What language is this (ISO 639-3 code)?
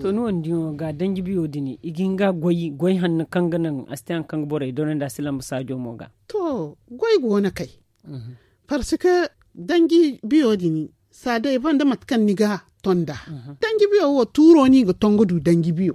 dje